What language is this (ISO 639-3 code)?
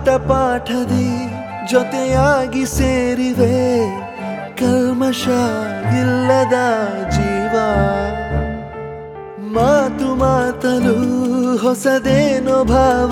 kan